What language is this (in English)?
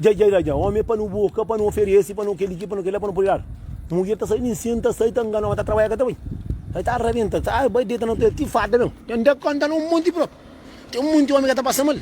Kabuverdianu